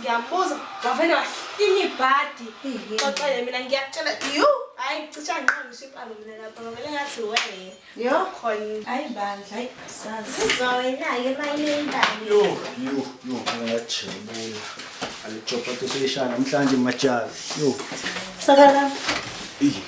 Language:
Zulu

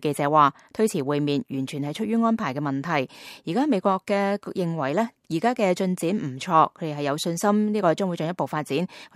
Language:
Cantonese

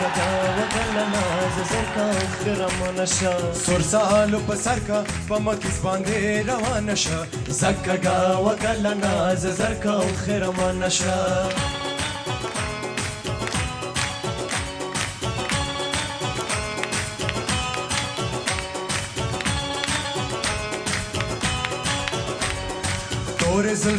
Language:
Persian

